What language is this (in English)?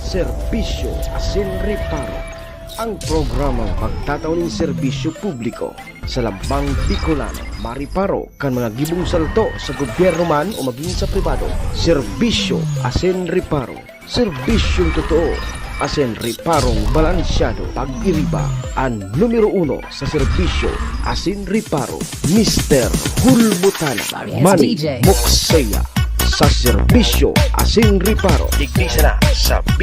Bikol